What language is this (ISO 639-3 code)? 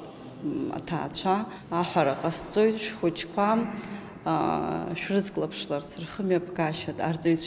abk